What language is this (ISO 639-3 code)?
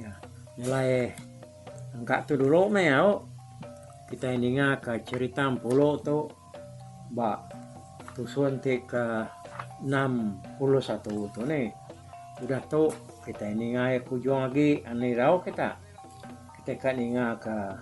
iba